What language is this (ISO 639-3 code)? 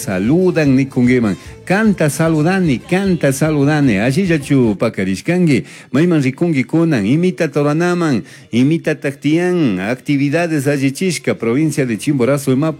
qug